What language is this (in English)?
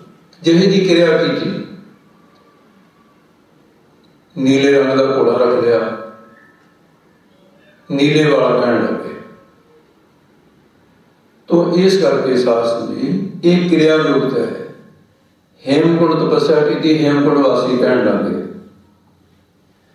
Punjabi